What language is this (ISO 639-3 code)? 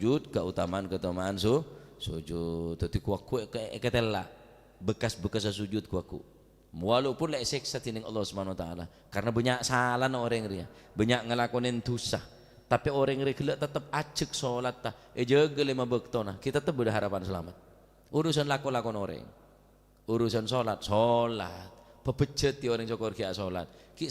mad